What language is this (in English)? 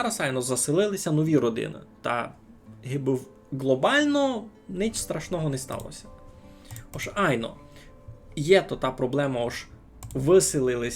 Rusyn